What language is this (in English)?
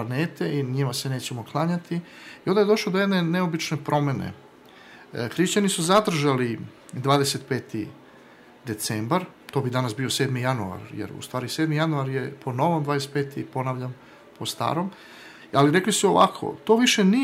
Serbian